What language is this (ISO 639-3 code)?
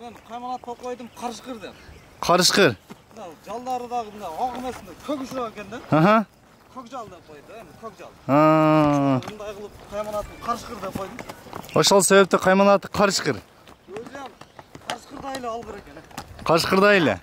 kir